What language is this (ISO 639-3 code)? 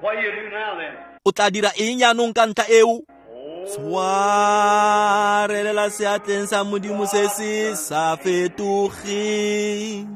tsn